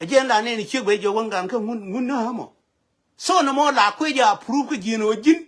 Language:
Nuer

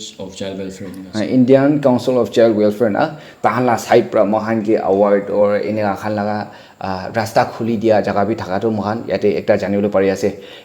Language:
Naga Pidgin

